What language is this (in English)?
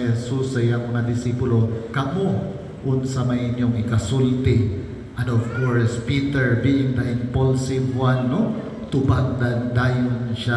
Cebuano